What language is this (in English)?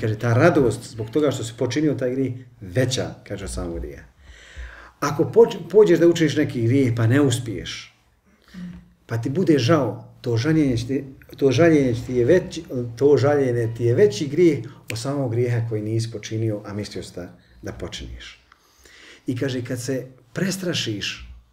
Bosnian